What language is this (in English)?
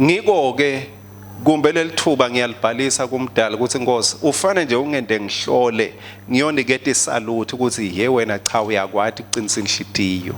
Swati